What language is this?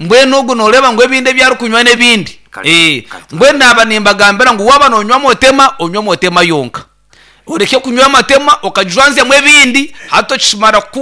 Nyankole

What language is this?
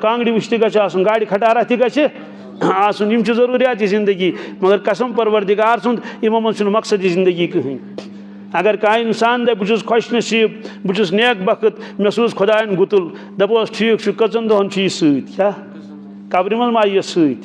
Kashmiri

